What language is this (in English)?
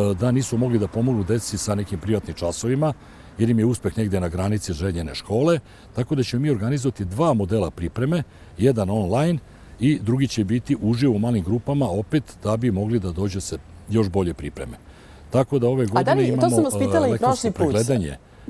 Serbian